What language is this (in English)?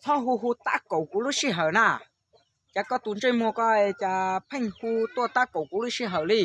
Hmong